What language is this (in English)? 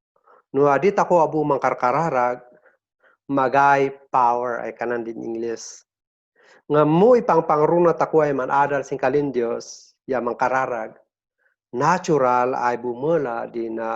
Kankanaey